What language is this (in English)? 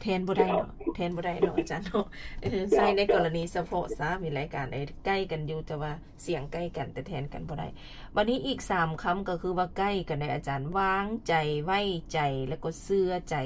Lao